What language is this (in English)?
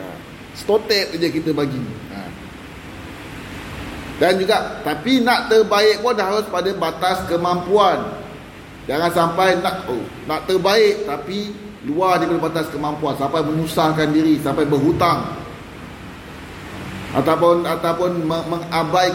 Malay